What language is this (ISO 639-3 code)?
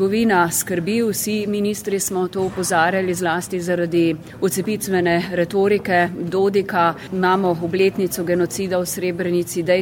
slv